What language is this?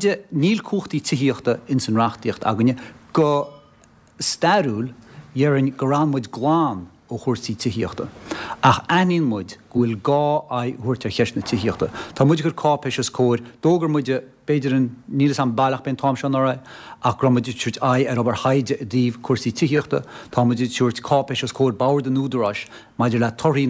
Irish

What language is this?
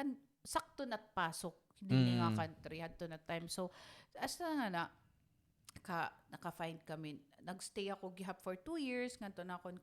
Waray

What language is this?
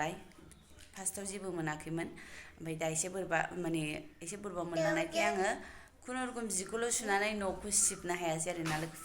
Bodo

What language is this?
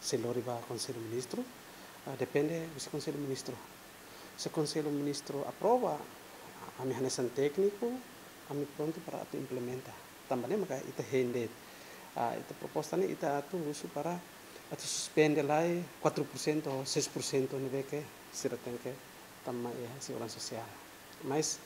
Tetum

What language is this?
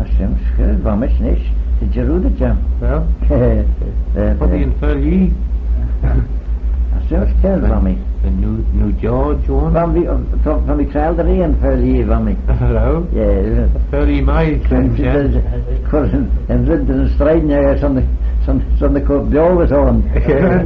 Manx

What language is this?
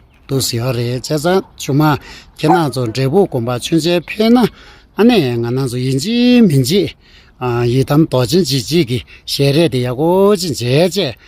Tibetan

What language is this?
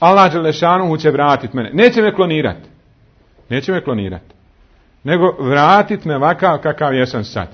Bosnian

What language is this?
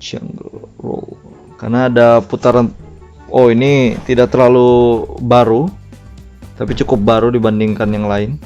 Banjar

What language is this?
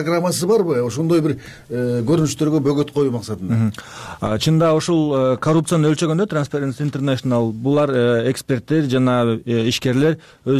Kyrgyz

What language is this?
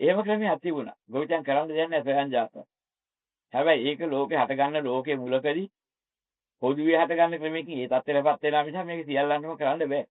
Sinhala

